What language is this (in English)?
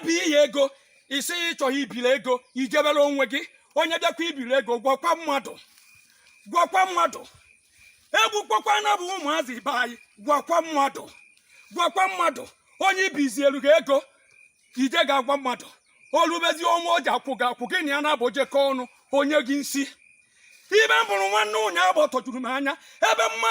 Igbo